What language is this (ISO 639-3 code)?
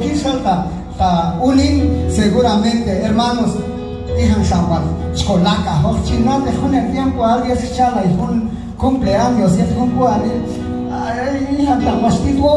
kjb